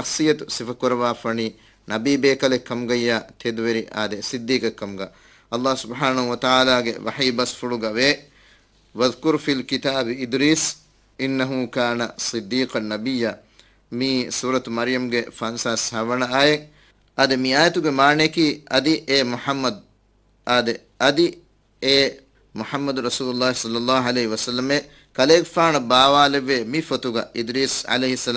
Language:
Divehi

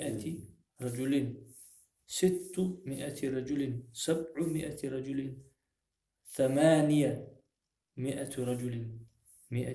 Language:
Ingush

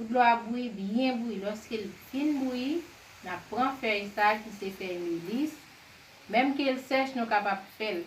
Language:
Haitian Creole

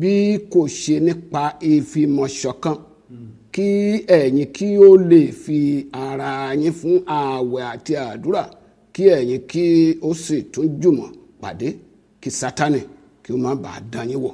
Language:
Yoruba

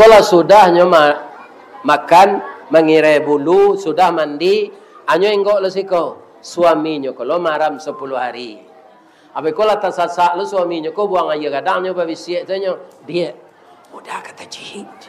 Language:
Minangkabau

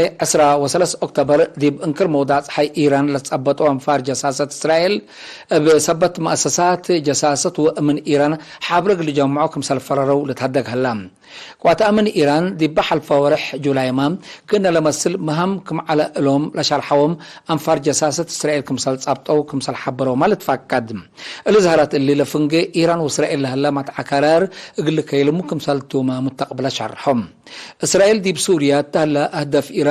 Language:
Tigre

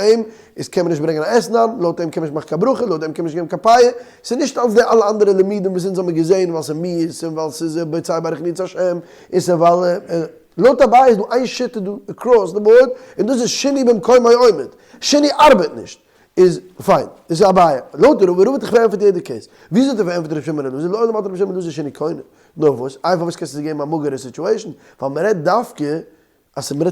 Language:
Yiddish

